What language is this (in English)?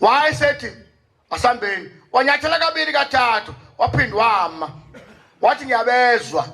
Zulu